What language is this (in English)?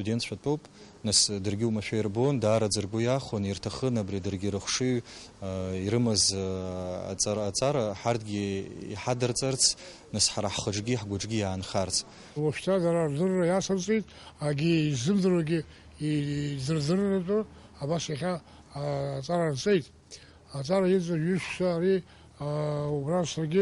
Abkhazian